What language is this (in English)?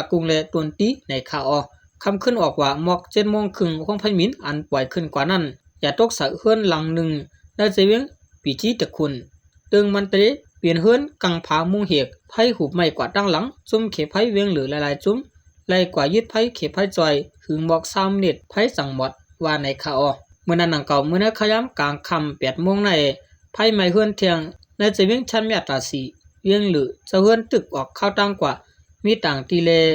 Shan